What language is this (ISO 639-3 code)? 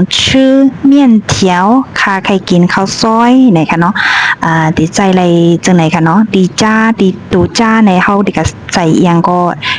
shn